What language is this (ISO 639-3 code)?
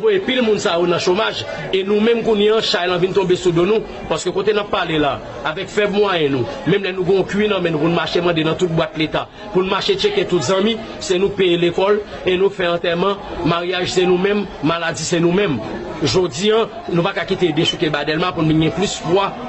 hat